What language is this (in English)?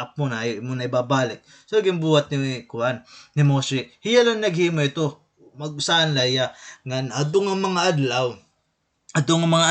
Waray